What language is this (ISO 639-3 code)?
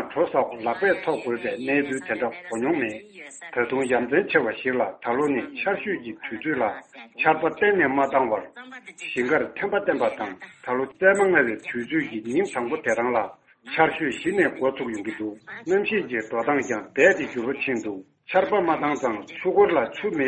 bod